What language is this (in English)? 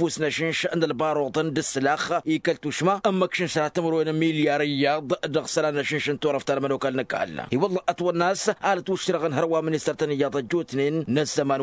Tamasheq